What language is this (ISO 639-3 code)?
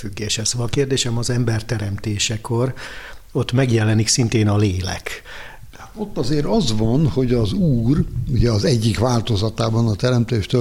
hun